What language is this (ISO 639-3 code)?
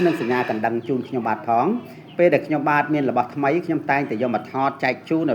khm